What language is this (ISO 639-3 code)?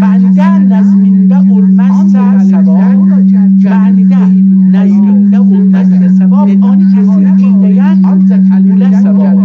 azb